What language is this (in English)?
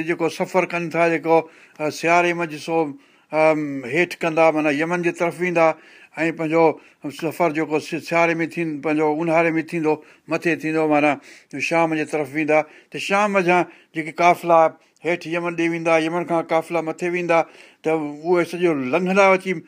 Sindhi